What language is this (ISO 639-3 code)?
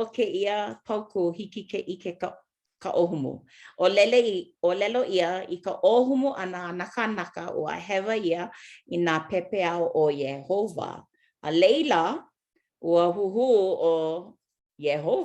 haw